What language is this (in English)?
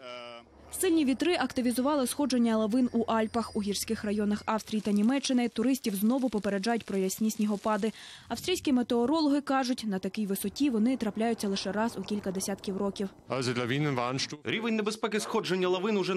Ukrainian